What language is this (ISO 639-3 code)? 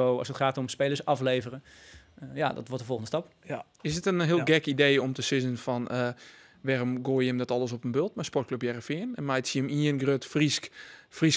fry